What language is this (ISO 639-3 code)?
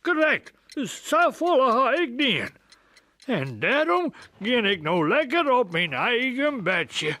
fry